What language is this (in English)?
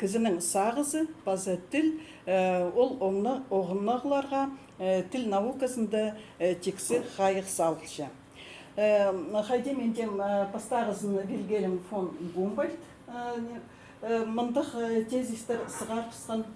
Khakas